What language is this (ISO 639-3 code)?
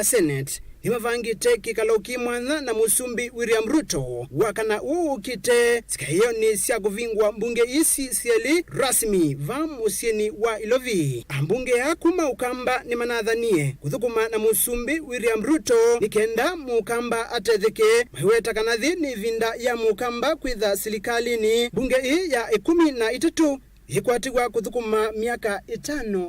kam